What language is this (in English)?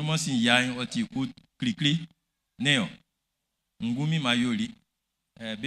Baoulé